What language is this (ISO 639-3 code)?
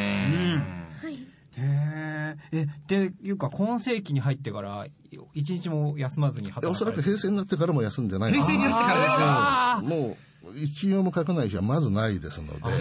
jpn